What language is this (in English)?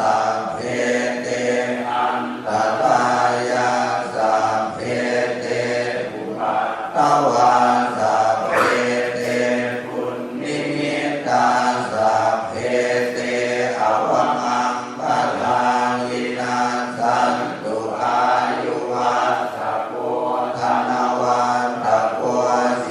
Pali